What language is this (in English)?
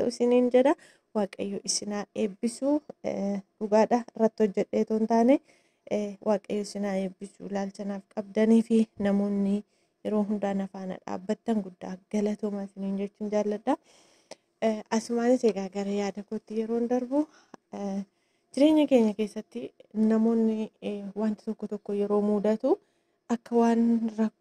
Oromo